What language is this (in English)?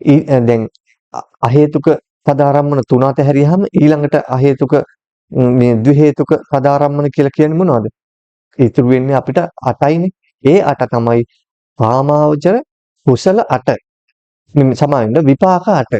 Sinhala